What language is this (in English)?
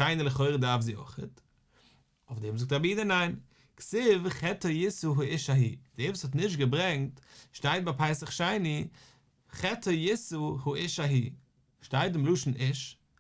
Yiddish